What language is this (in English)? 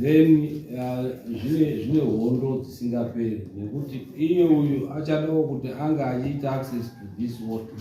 Shona